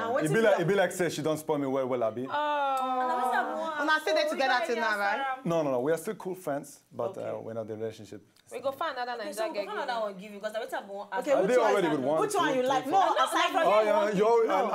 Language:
Nigerian Pidgin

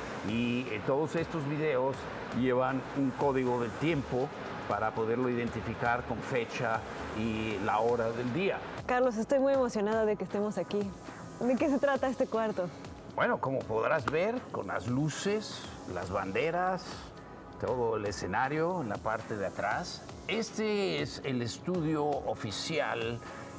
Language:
Spanish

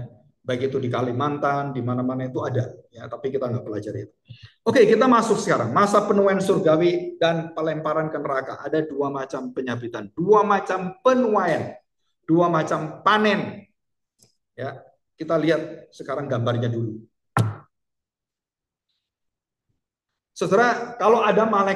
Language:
Indonesian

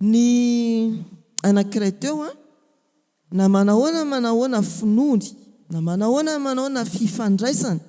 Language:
Malagasy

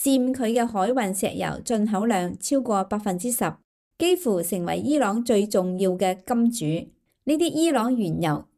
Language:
Cantonese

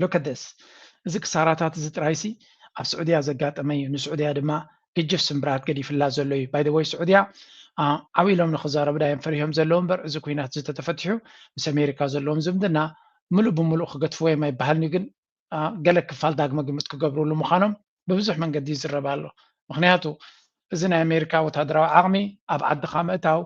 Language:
Tigrinya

